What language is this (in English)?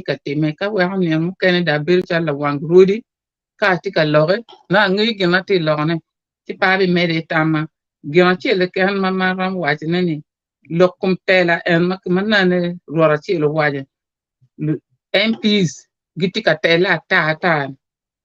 Acoli